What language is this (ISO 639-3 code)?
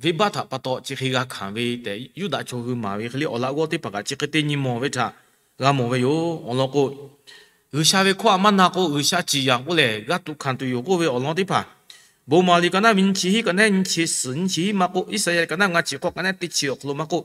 lhu